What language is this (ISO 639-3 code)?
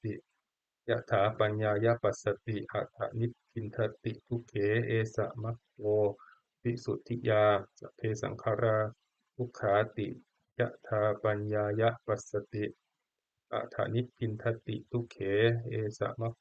pli